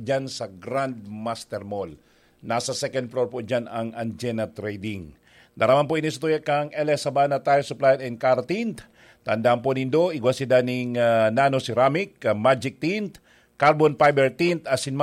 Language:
Bikol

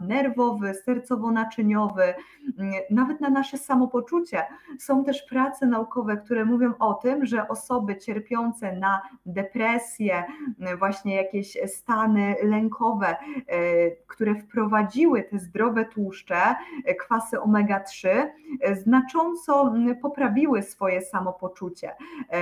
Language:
Polish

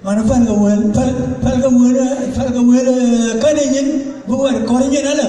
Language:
Dinka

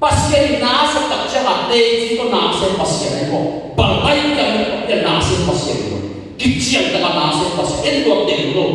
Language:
Tedim Chin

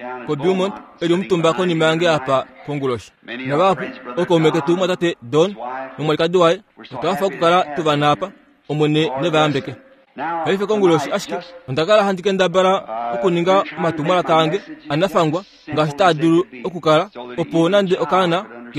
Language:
Kuanyama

